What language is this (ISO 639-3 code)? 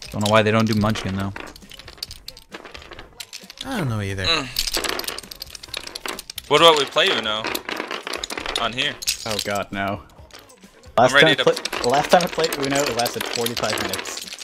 eng